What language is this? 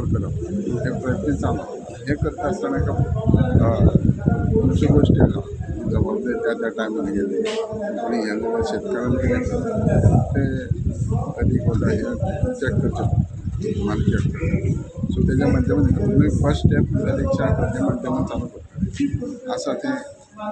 Konkani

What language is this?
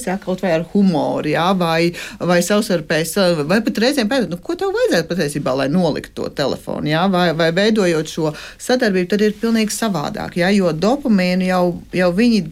Latvian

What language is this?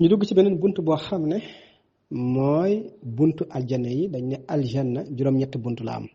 Wolof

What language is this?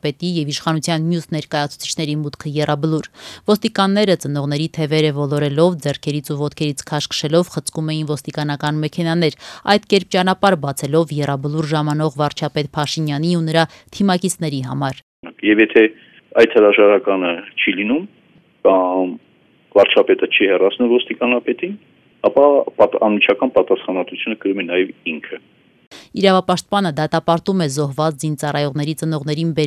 Armenian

